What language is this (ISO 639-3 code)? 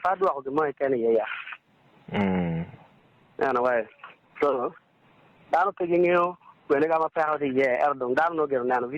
ach